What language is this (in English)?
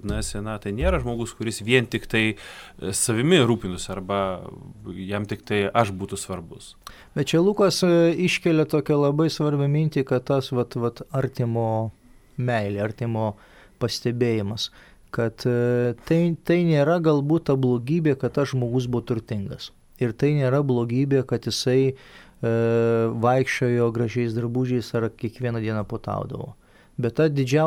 Lithuanian